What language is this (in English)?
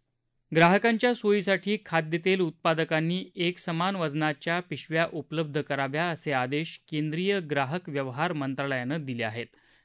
Marathi